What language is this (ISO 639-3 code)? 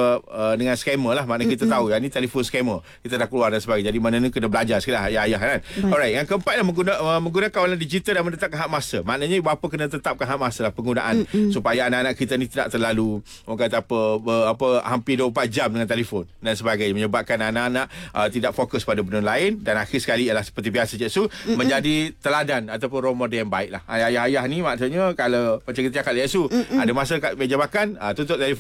msa